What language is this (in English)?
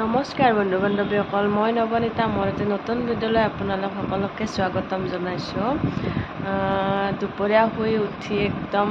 Assamese